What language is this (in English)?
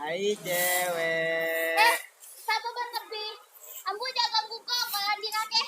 Madurese